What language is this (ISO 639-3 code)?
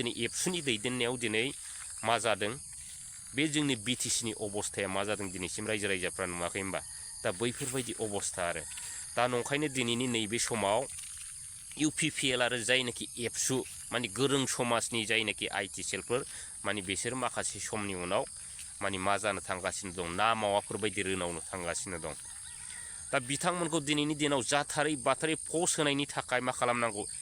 brx